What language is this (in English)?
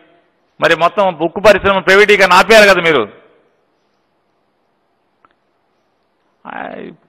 Telugu